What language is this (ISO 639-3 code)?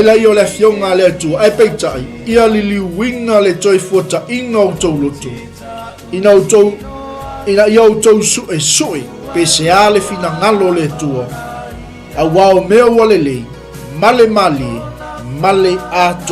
smo